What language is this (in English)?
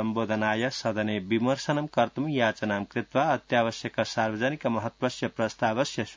Sanskrit